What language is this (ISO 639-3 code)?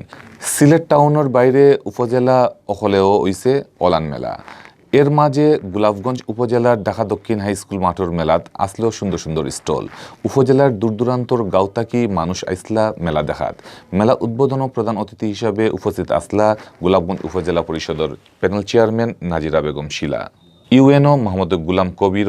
syl